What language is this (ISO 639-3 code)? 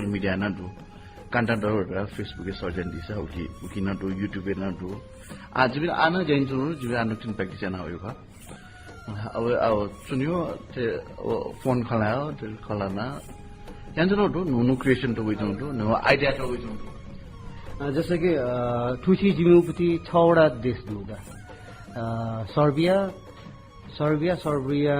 new